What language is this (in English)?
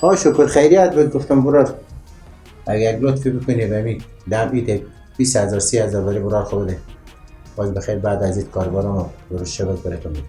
Persian